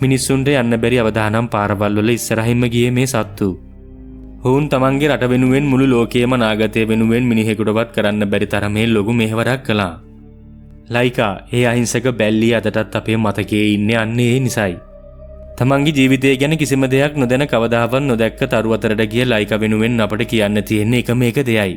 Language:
Sinhala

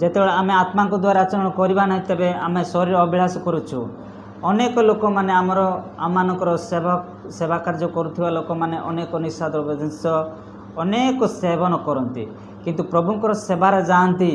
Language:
Odia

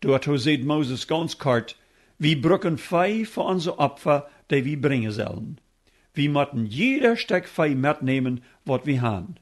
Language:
Plautdietsch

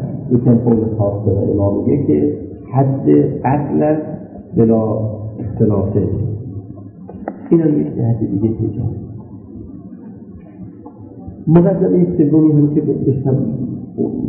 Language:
Persian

